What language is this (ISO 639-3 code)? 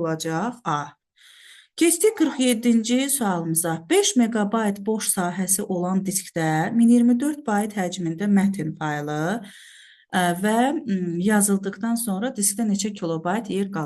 aze